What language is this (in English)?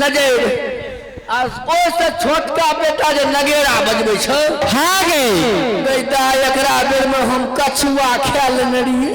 Maithili